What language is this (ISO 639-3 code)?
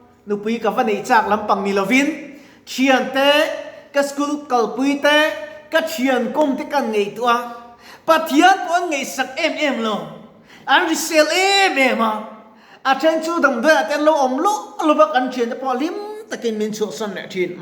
lus